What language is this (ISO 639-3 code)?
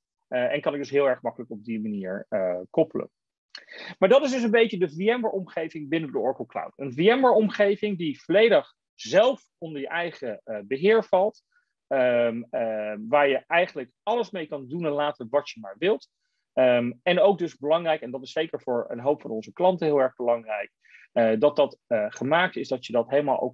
nld